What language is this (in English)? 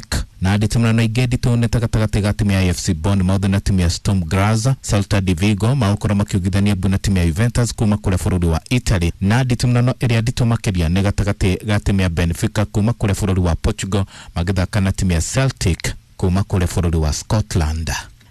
Kikuyu